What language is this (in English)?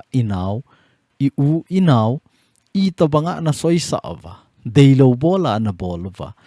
Thado Chin